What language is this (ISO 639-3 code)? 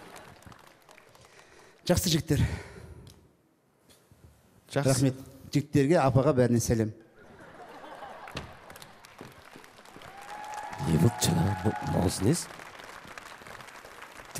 kaz